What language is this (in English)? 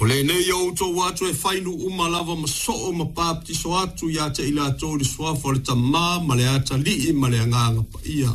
Samoan